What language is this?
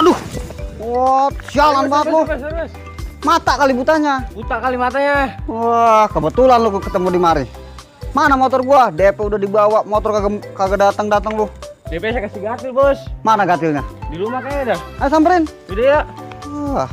Betawi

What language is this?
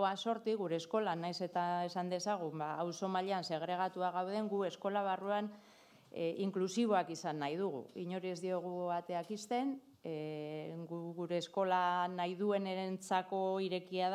Basque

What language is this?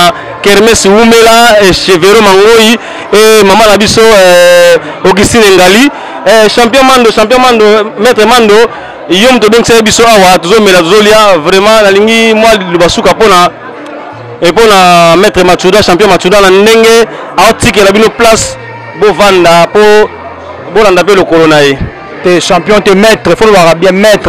Lingala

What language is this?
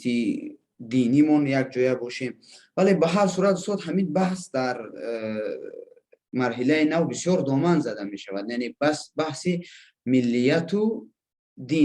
Persian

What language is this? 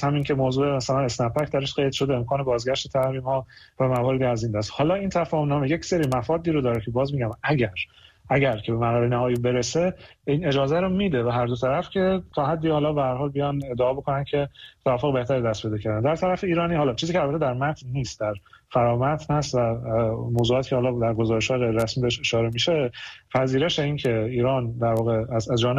Persian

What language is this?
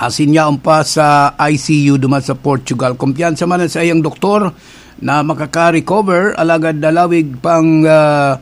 Bikol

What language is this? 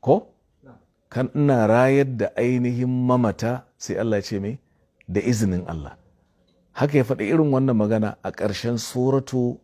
Hausa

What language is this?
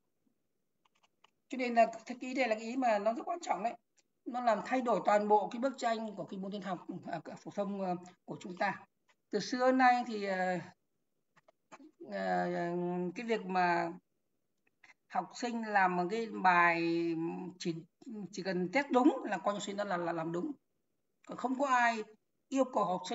Vietnamese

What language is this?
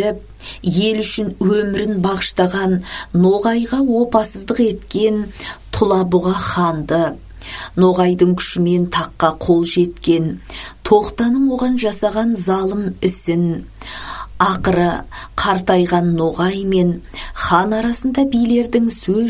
Kazakh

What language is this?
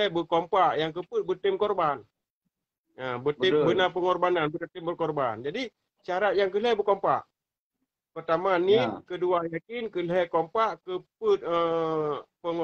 Achinese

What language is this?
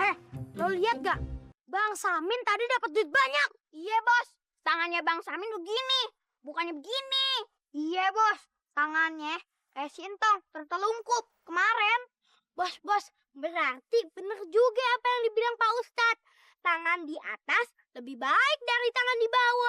Betawi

